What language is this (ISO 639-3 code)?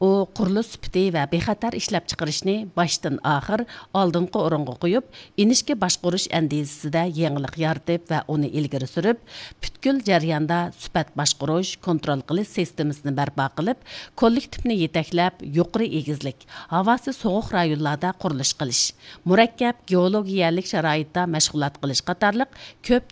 uig